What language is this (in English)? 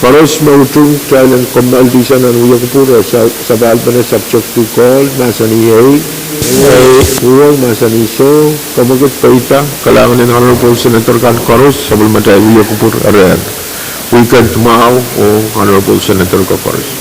Pohnpeian